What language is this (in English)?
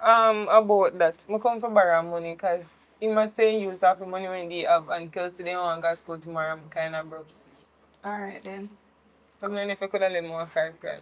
Jamaican Creole English